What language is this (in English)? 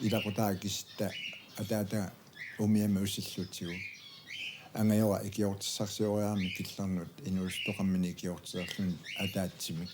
Kalaallisut